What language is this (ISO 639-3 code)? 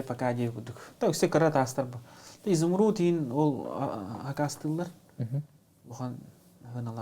sah